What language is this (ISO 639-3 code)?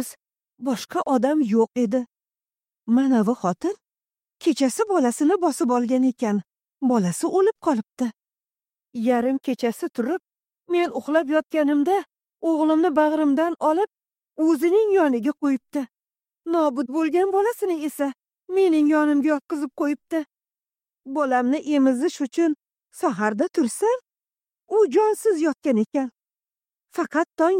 uzb